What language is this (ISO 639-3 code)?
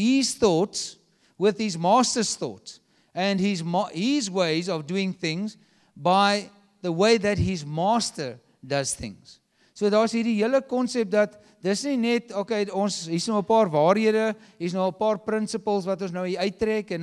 afr